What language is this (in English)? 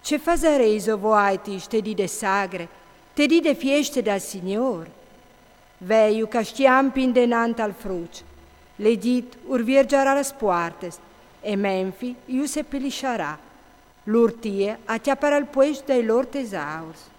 Friulian